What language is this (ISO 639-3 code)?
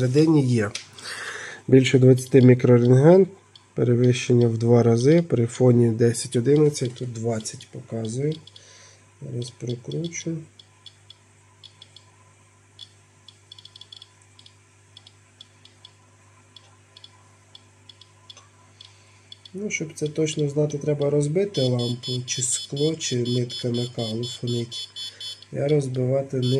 ukr